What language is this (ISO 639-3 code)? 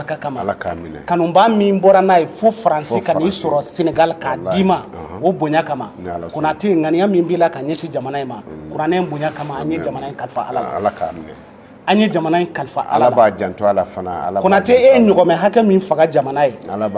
bam